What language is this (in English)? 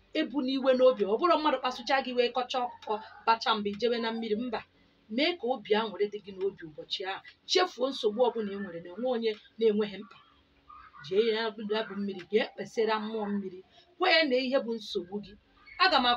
Igbo